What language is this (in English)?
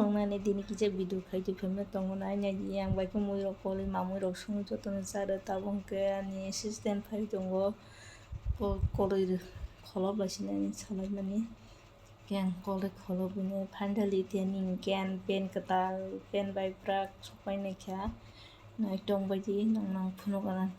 Kok Borok